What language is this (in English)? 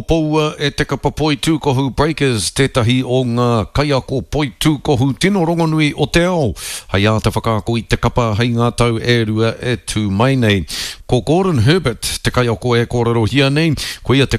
Māori